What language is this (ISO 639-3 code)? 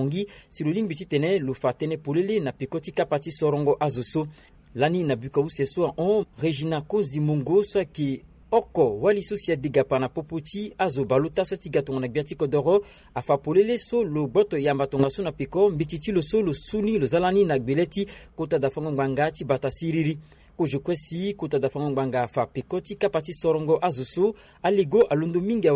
sag